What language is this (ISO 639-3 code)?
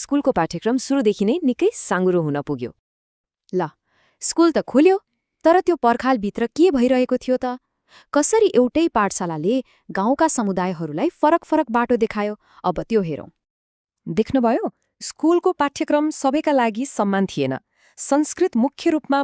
nep